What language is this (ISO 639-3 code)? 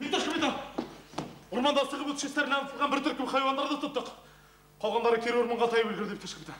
bak